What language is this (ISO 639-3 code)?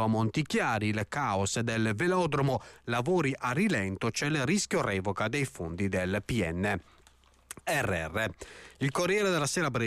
ita